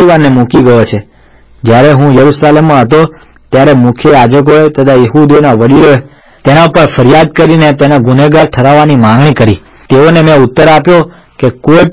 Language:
Gujarati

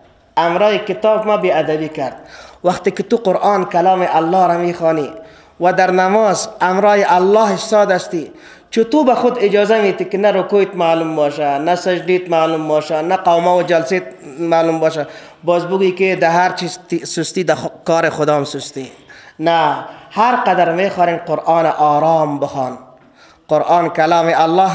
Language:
Persian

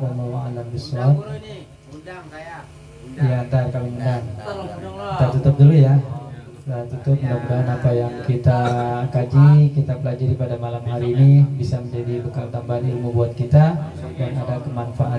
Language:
Betawi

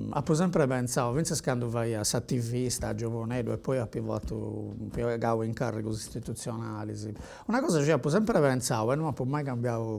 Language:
Sardinian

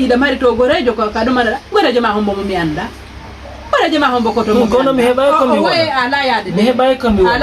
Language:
Fula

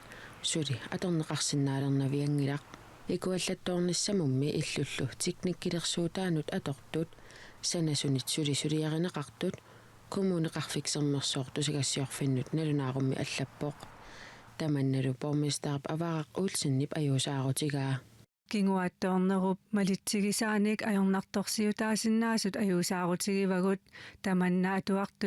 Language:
Kalaallisut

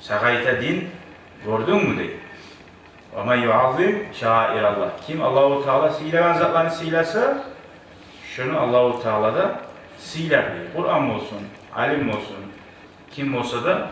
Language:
Kumyk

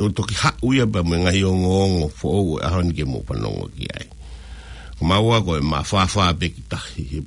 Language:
Tongan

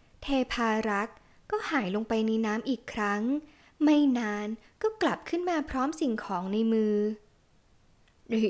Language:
Thai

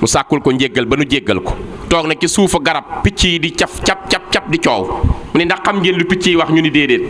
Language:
Wolof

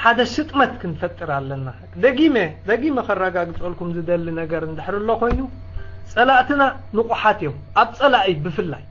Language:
Tigrinya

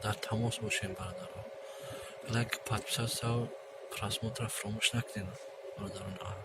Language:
Tajik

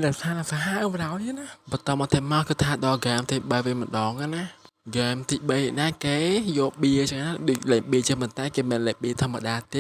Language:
Khmer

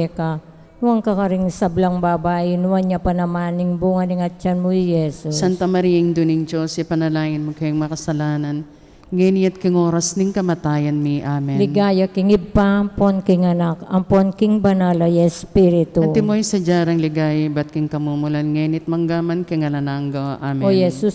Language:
Pampanga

